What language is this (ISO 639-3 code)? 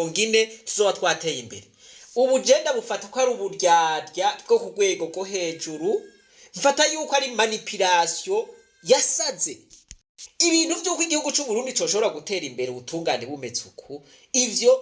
run